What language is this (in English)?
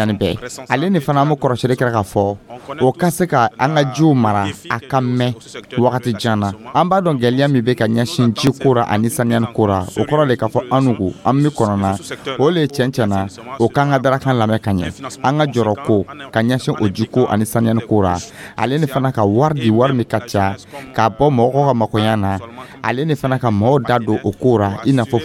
Dyula